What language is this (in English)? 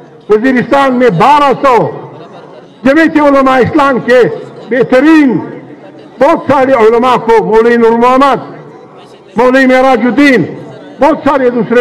Urdu